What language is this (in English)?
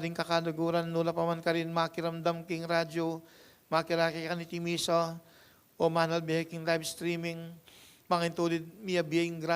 Pampanga